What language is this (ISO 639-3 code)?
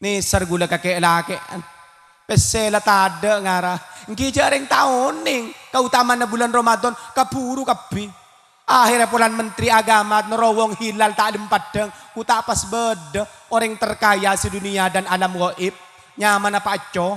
mad